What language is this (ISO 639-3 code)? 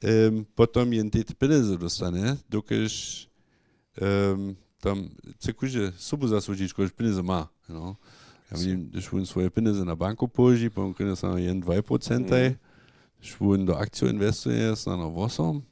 hsb